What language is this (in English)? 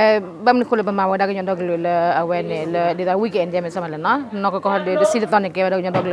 S'gaw Karen